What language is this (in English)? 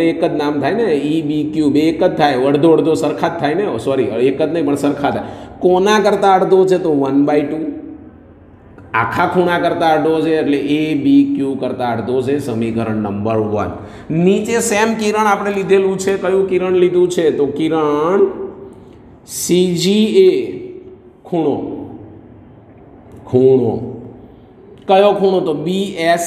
Gujarati